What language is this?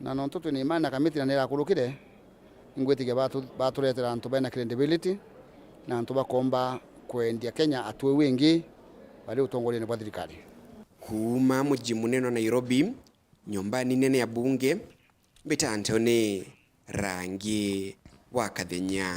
Meru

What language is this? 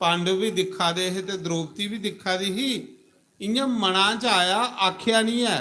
Dogri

